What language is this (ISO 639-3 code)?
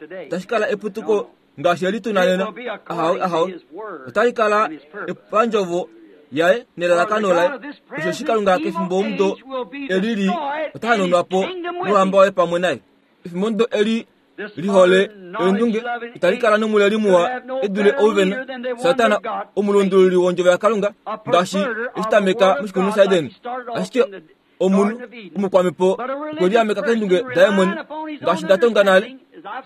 kua